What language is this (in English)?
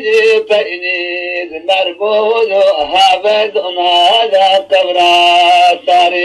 Zaza